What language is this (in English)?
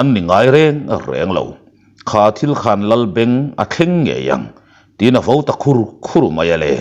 Mizo